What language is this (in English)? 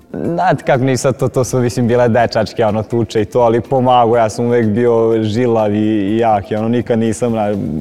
Serbian